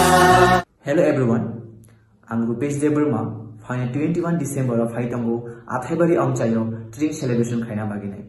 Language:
Kok Borok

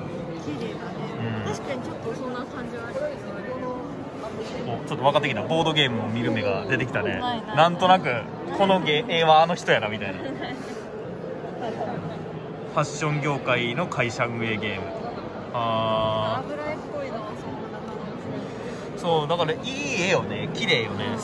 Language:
Japanese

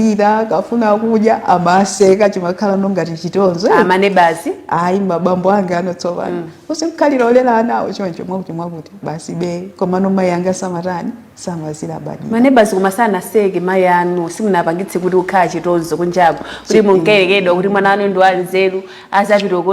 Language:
Nyanja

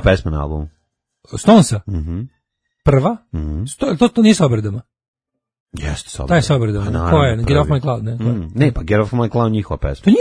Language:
Serbian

